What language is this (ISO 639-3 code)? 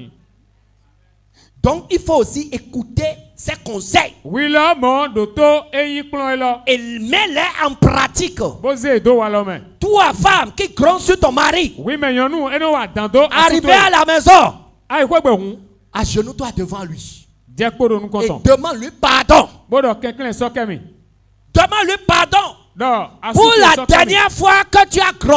fra